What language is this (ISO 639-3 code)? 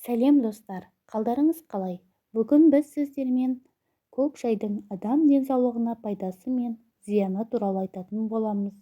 kaz